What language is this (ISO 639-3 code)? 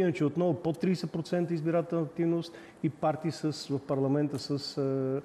bul